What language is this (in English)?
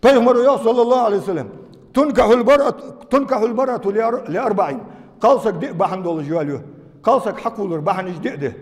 Ingush